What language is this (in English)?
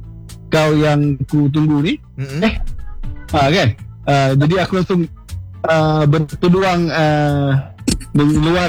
Indonesian